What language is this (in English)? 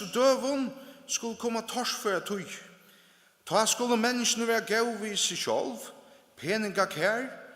Faroese